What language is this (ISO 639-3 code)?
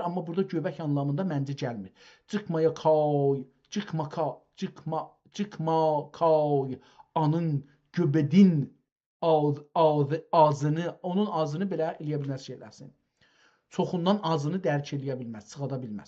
azb